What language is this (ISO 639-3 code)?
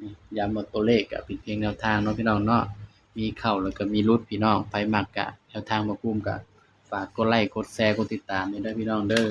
tts